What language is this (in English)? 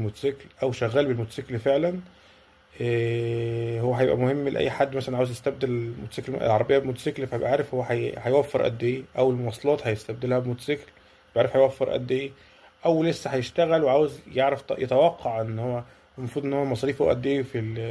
Egyptian Arabic